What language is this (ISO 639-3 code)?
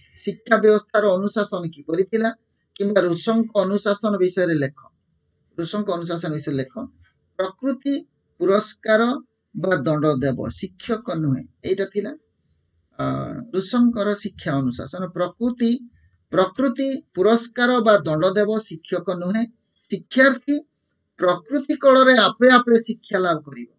ori